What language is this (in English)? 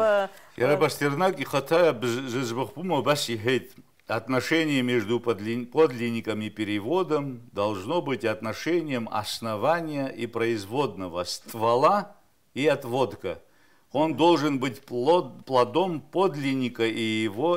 Abkhazian